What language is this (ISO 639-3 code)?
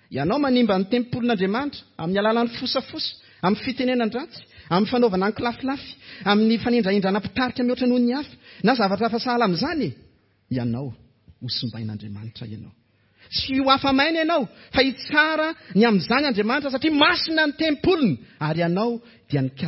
mlg